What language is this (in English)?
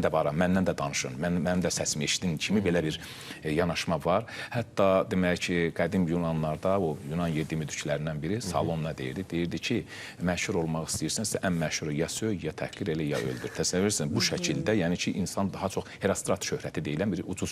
Azerbaijani